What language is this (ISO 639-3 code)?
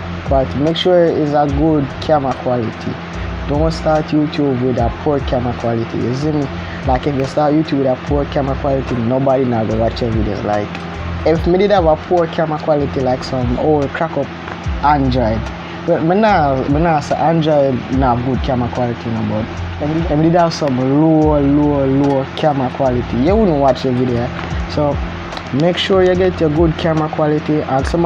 jam